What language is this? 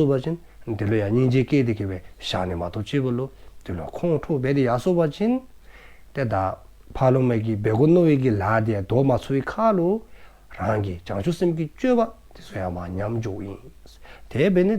Dzongkha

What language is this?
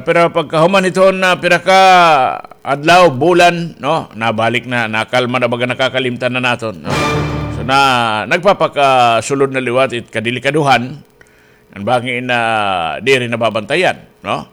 Waray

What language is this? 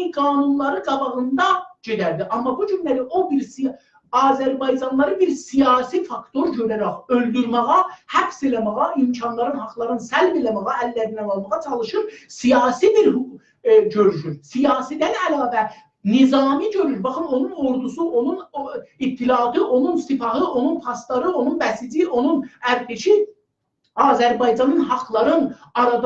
South Azerbaijani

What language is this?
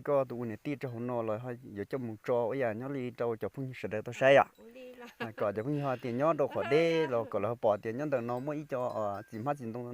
Hmong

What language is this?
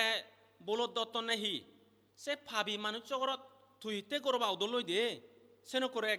Chakma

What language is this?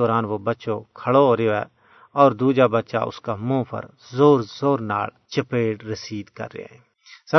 Gujari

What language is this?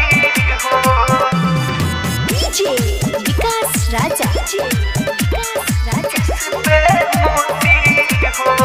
Bhojpuri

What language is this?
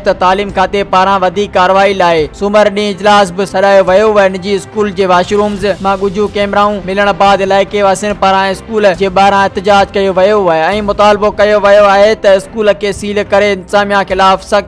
Sindhi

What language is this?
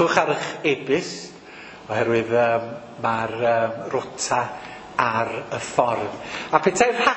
Welsh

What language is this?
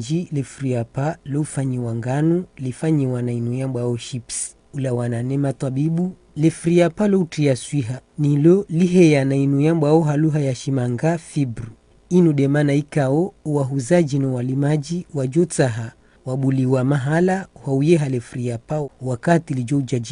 Ngazidja Comorian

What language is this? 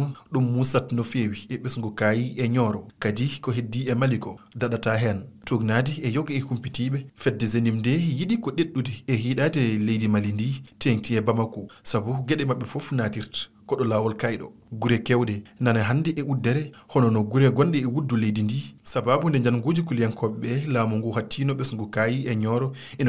Fula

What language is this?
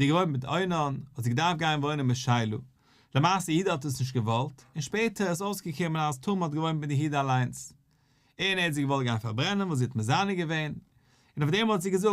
Yiddish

